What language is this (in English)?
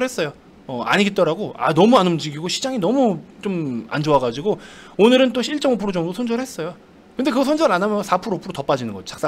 Korean